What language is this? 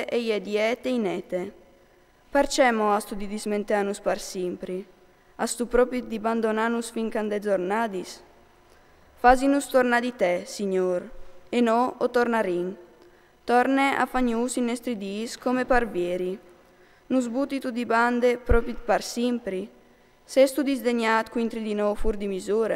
Friulian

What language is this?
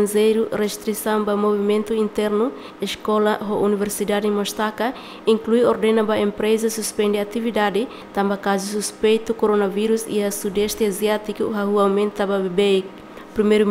Tetum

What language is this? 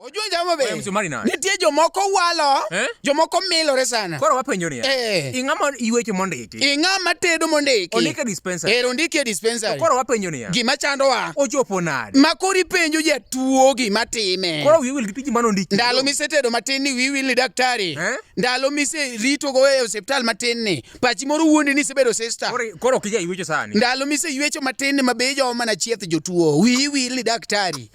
Luo (Kenya and Tanzania)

